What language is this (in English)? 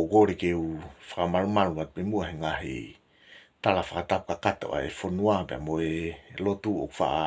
Tongan